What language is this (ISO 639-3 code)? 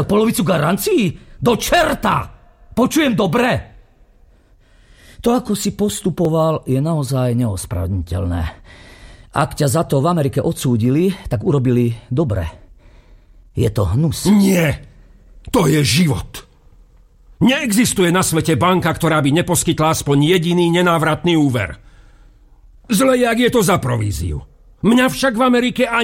slk